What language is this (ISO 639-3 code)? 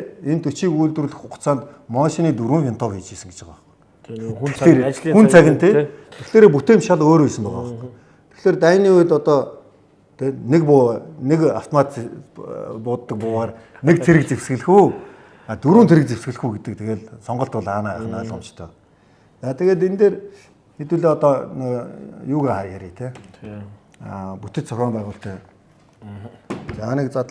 mon